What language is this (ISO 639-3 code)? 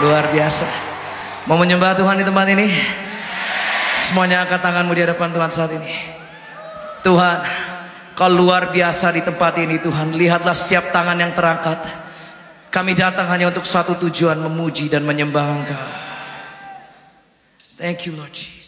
ind